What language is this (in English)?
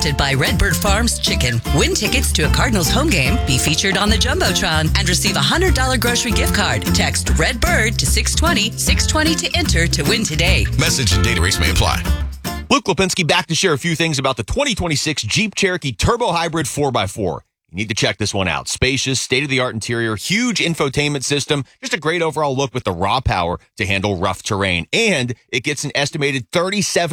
English